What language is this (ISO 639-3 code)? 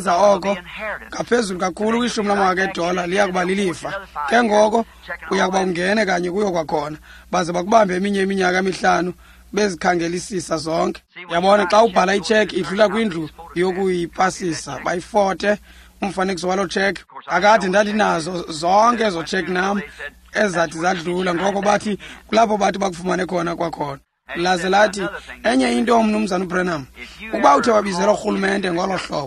xho